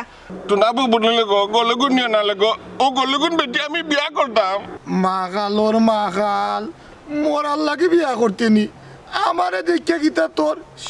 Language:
Sylheti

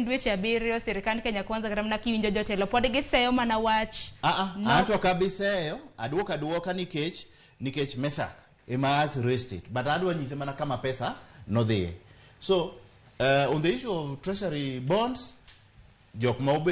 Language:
Luo (Kenya and Tanzania)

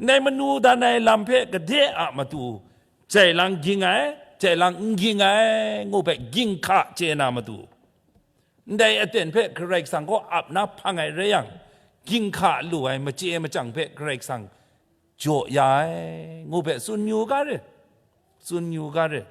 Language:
Kachin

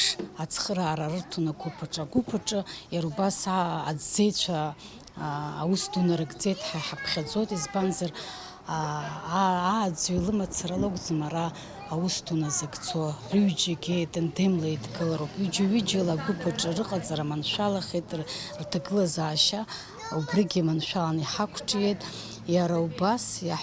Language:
Abkhazian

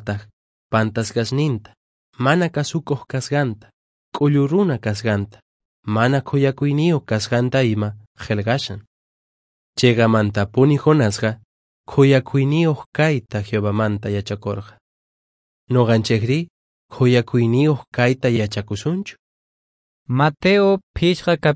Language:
Quechua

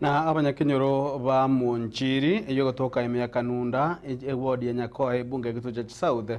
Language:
Gusii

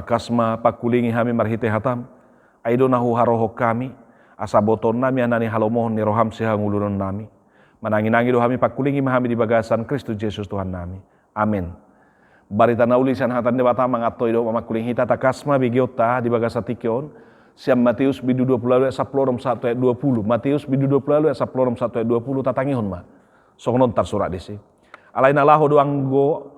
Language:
Batak Toba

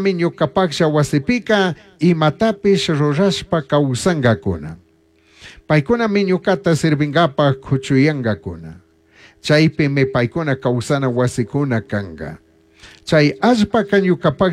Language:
Chimborazo Highland Quichua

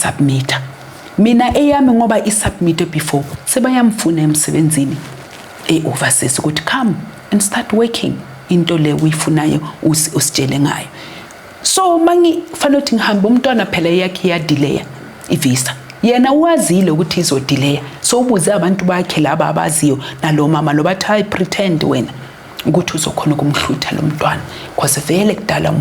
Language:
Zulu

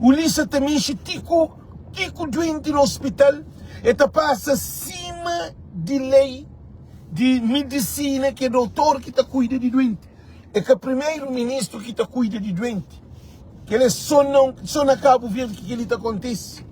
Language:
Kabuverdianu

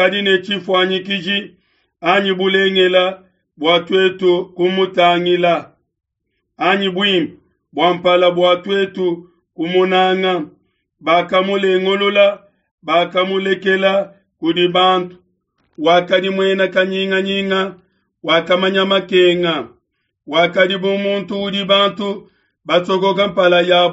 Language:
Luba-Lulua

